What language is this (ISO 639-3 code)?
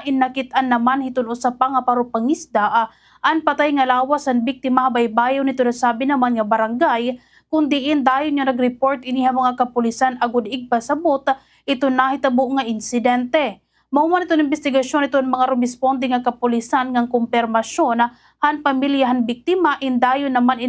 war